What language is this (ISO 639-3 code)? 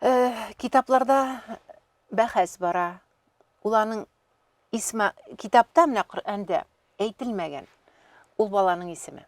tat